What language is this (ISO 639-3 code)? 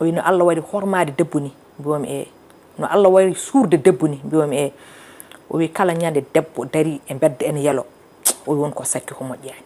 ful